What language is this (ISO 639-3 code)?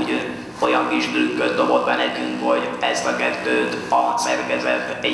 hun